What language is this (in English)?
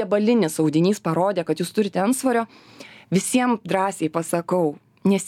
Lithuanian